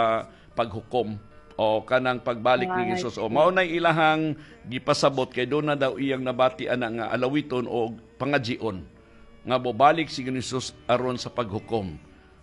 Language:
Cebuano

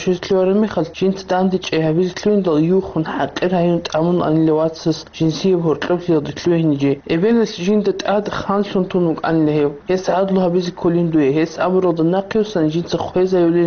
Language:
Avaric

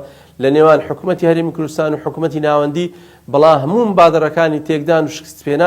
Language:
Central Kurdish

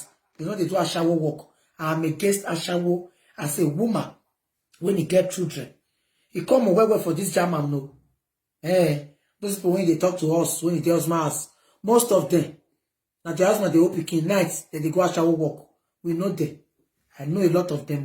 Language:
Nigerian Pidgin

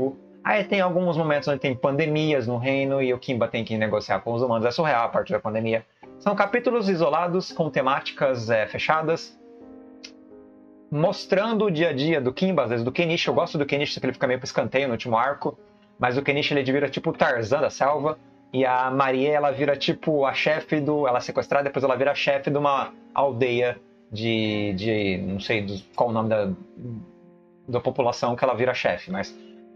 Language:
Portuguese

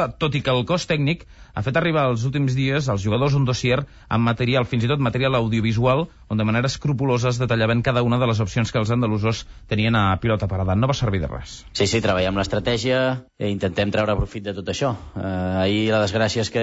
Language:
Catalan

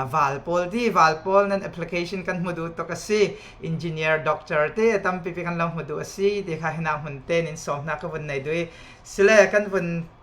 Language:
Falam Chin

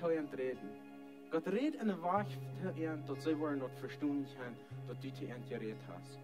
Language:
Plautdietsch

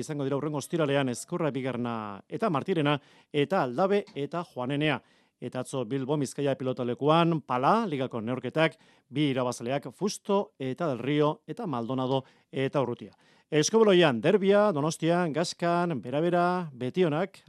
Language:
Basque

